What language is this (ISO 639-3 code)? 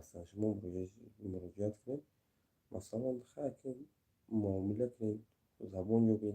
tgk